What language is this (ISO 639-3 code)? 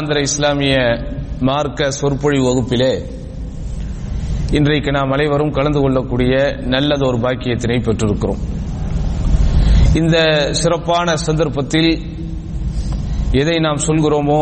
tam